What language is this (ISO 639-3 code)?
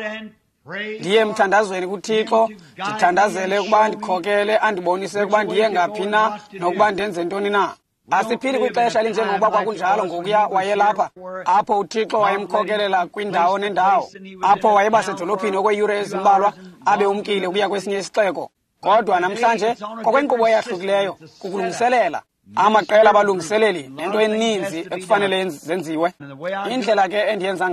xho